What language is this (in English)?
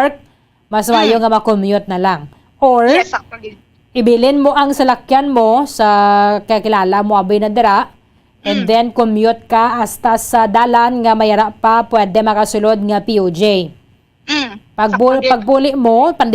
Hiligaynon